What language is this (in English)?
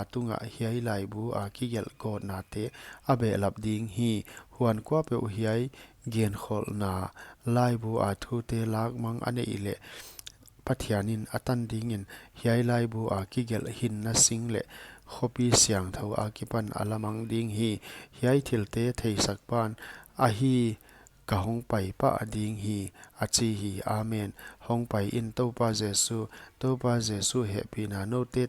Paite Chin